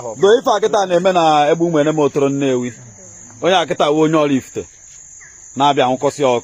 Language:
Igbo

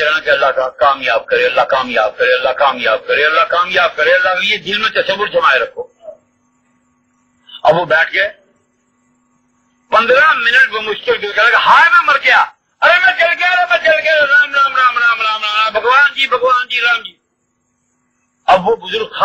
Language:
Urdu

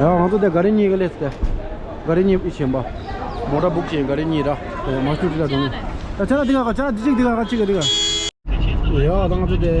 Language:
Tibetan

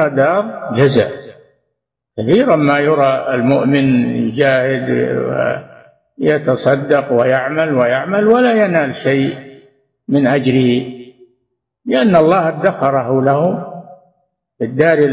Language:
Arabic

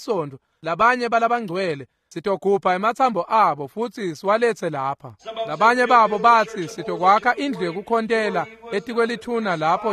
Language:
Swati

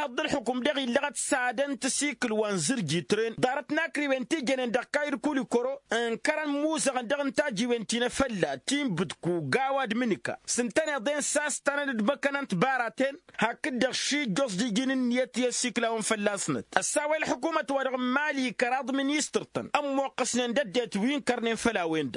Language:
Tamasheq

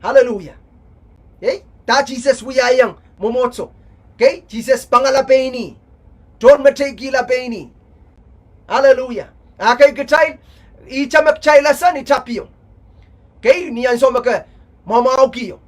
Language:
Pohnpeian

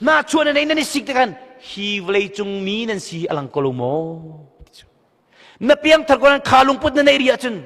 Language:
Hakha Chin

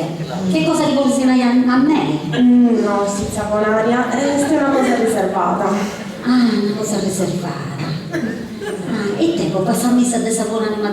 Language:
Sardinian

